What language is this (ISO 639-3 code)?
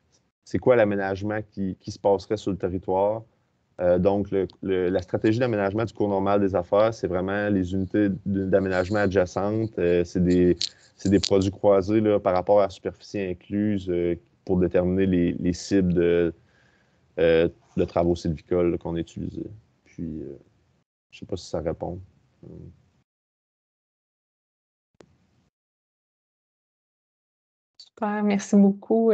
fra